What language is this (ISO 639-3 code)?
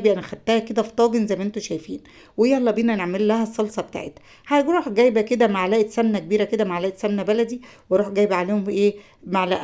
arz